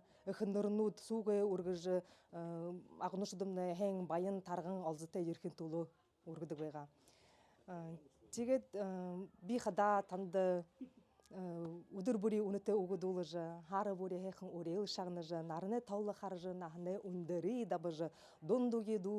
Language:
Buriat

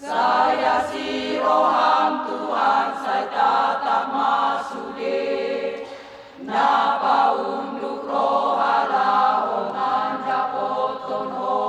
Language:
Batak Toba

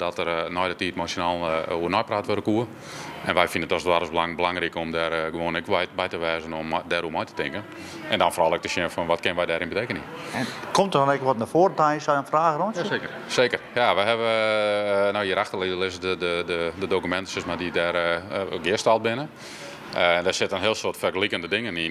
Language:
Western Frisian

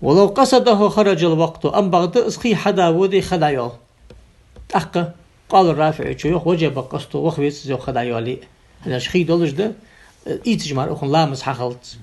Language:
Ingush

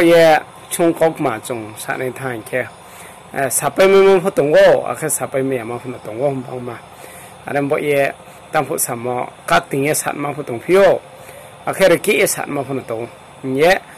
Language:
Riang (India)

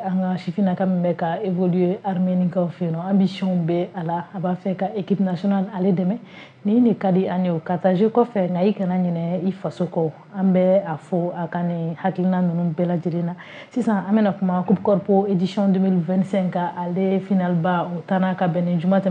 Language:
Bambara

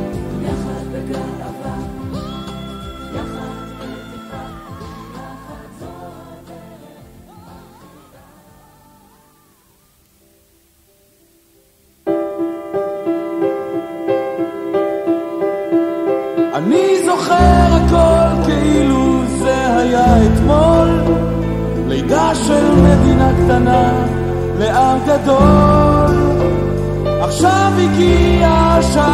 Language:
Hebrew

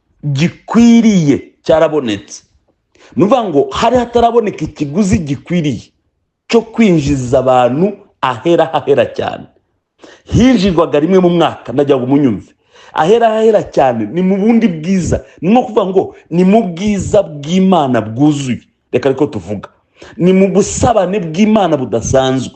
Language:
Kinyarwanda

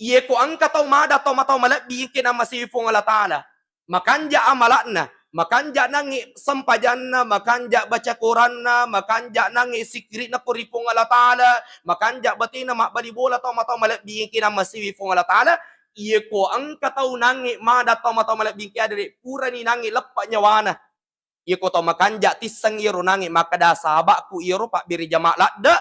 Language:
Buginese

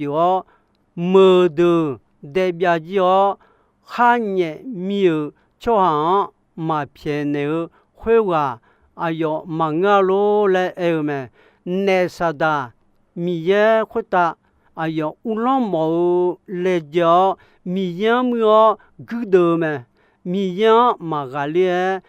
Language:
Akha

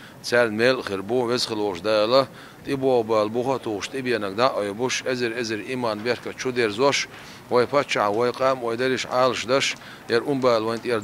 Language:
Chechen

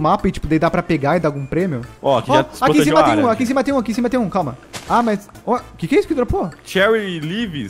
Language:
Portuguese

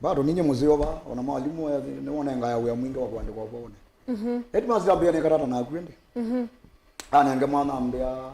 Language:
Kamba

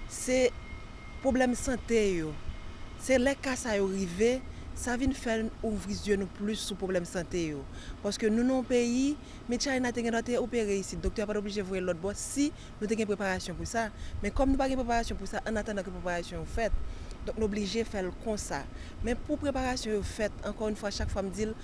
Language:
Haitian Creole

